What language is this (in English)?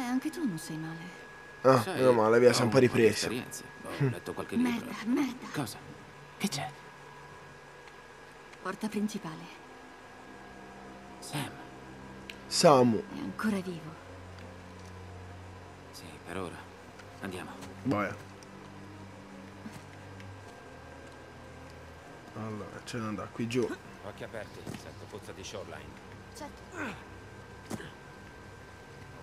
Italian